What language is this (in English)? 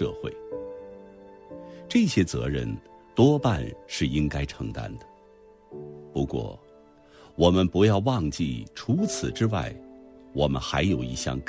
Chinese